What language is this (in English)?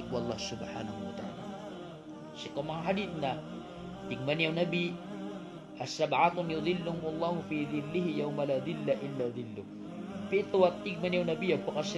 Maranao